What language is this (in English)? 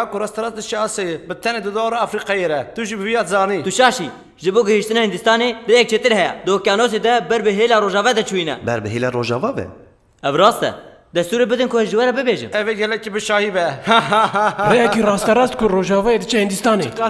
Kurdish